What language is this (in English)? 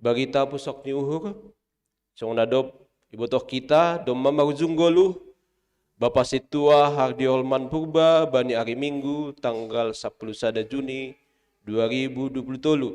Batak Simalungun